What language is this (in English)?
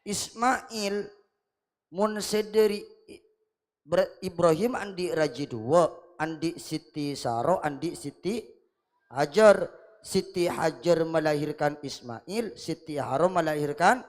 Madurese